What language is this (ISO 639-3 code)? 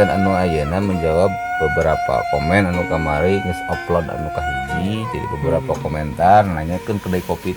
sun